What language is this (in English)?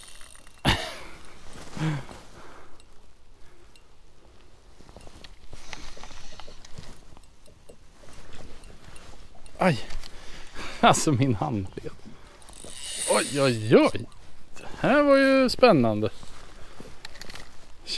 Swedish